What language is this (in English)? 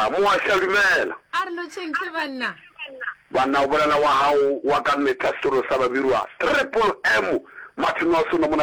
Northern Sotho